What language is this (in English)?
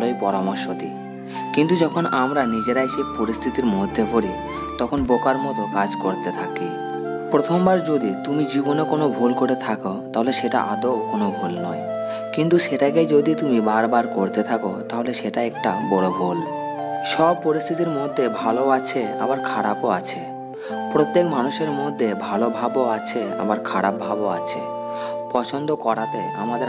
Bangla